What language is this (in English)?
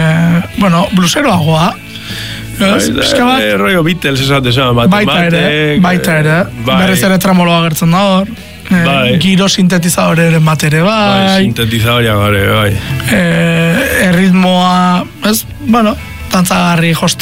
Basque